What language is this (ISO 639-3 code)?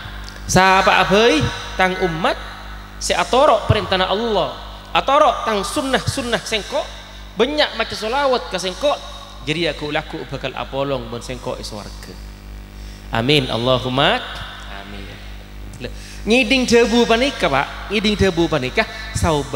mad